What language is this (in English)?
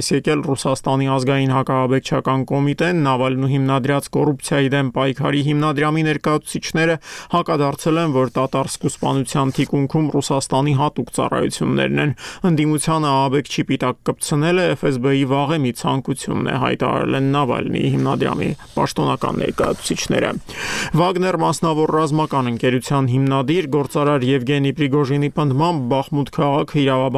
Armenian